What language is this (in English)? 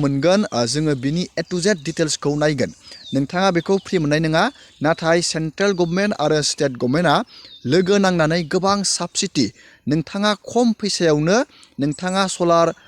Bodo